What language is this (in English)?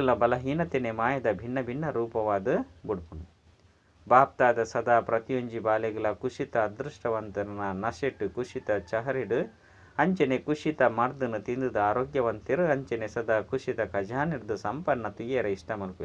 Tulu